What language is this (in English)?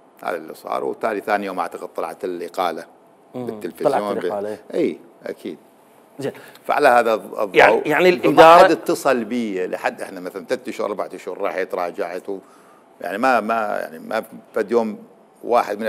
Mesopotamian Arabic